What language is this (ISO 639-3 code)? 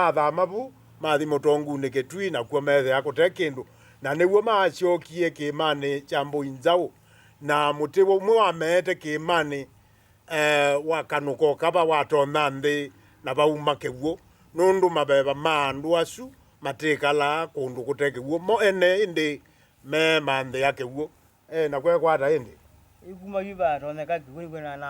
kam